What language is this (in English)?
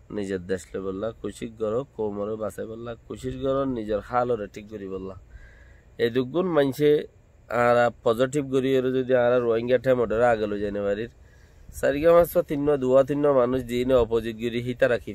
Rohingya